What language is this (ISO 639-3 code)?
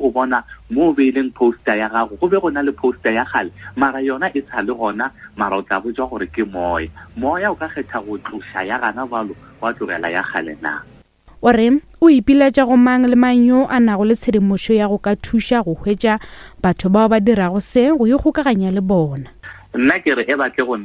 nso